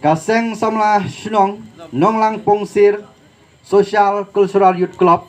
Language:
Khasi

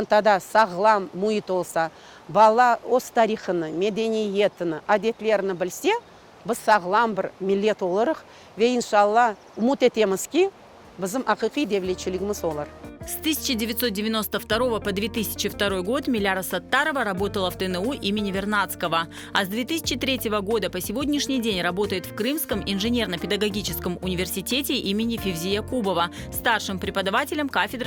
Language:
Crimean Tatar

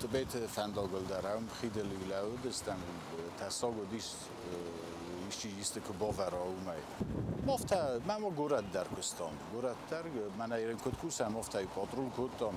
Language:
Ossetic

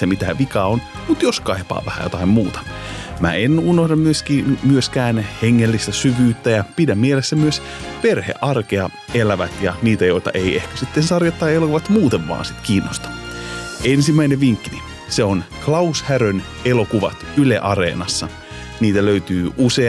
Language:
Finnish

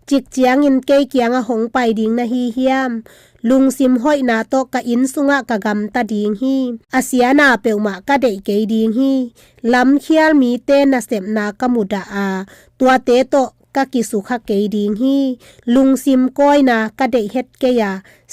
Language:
Tedim Chin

